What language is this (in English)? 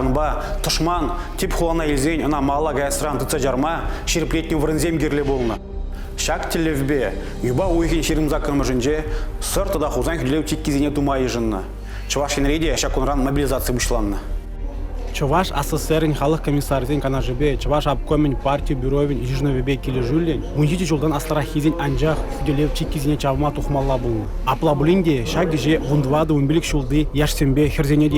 Chuvash